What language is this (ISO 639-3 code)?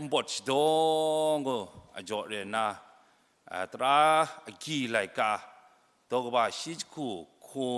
kac